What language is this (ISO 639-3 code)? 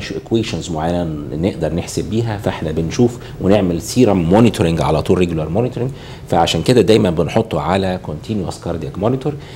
arz